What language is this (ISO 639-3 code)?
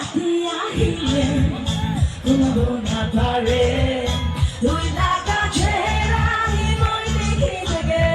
nag